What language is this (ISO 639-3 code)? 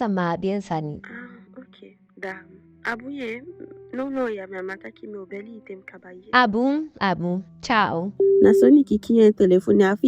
djk